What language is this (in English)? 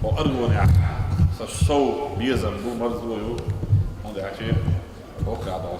Chechen